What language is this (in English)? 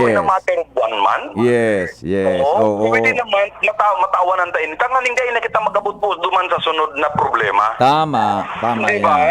Bikol